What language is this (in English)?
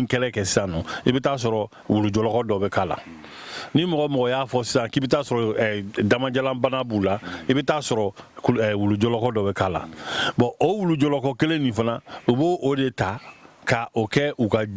Bambara